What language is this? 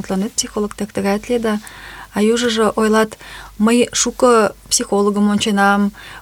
Mari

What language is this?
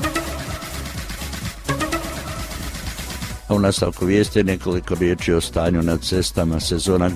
Croatian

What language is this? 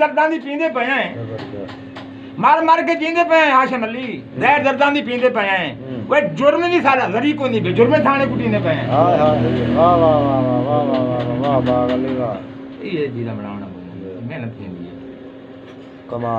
Saraiki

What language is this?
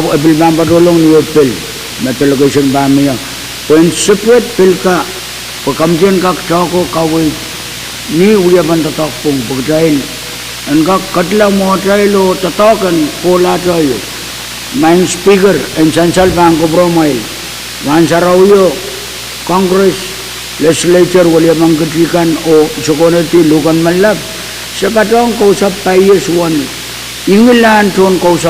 Pohnpeian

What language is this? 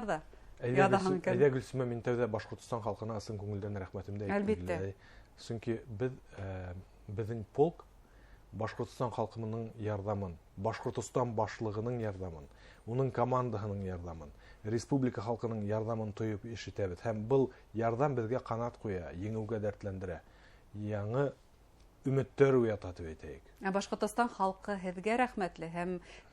Bashkir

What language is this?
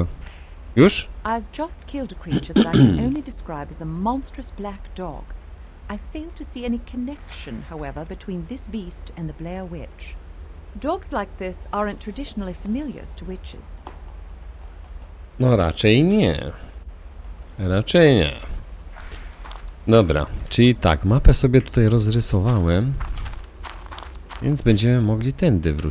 Polish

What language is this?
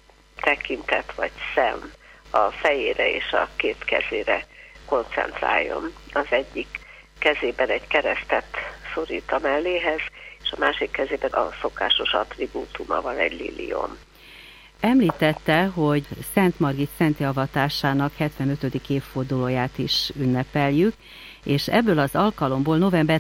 Hungarian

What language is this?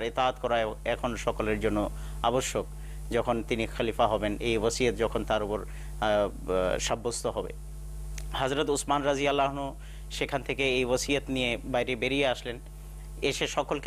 Bangla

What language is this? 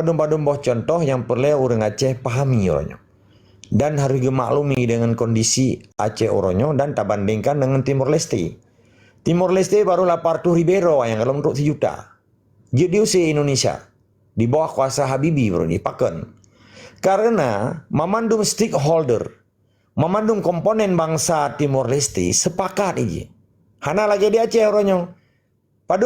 Achinese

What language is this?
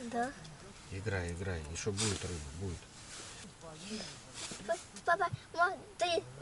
Russian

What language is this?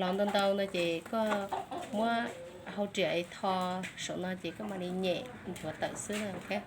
Hmong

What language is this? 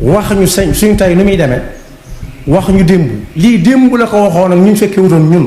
Wolof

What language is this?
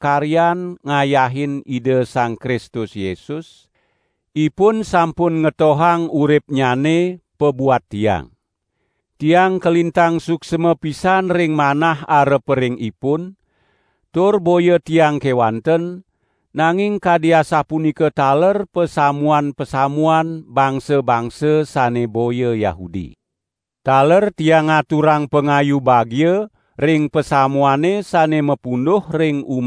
Balinese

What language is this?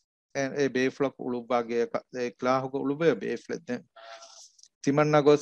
Divehi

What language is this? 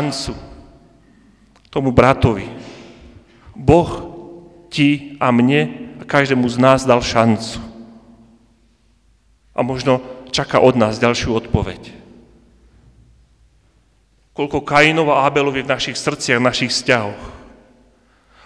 Slovak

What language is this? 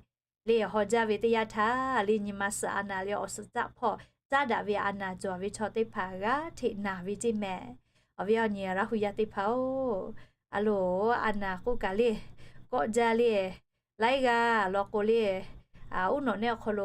Lahu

